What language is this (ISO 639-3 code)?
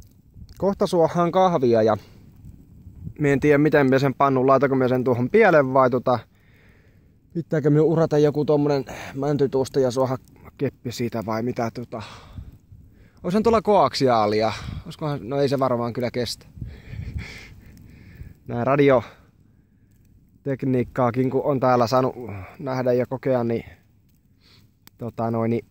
fin